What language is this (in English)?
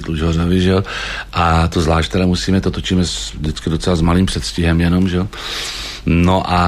Czech